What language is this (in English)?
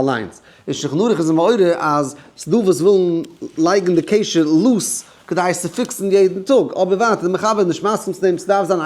Yiddish